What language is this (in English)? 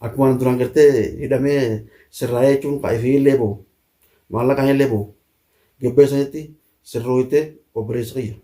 Oromo